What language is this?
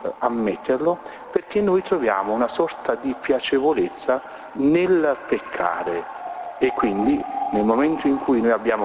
Italian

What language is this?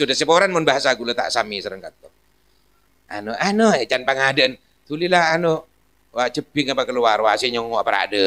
Madurese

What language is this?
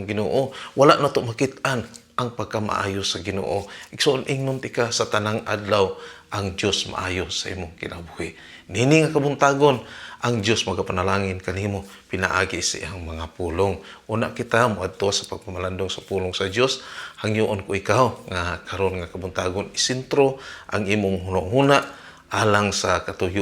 Cebuano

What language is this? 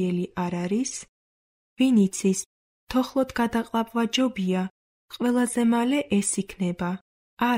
Georgian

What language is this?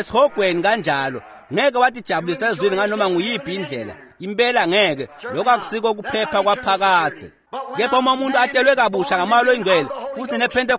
Swati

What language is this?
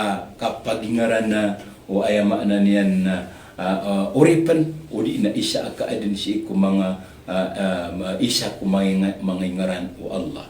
Maranao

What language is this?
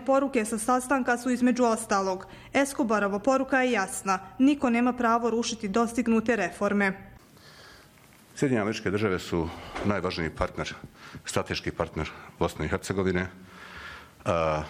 Bosnian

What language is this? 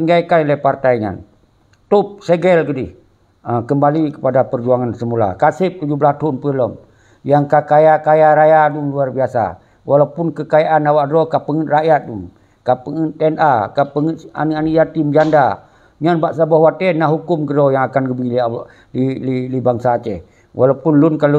Achinese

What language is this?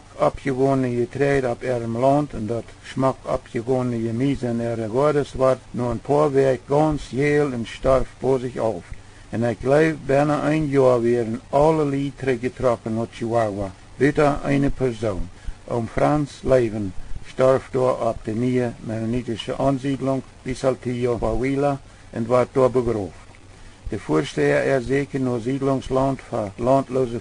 Plautdietsch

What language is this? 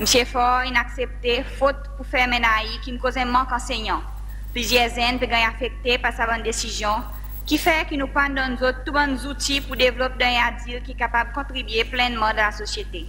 Seselwa Creole French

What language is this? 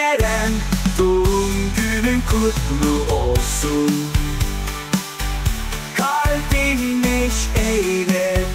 Turkish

